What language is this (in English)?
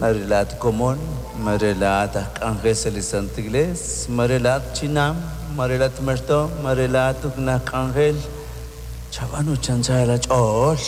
Kekchí